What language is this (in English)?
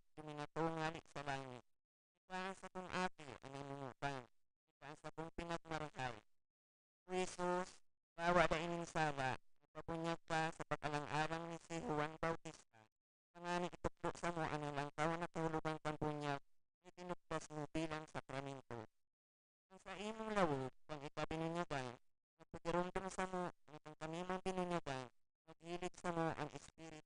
Bikol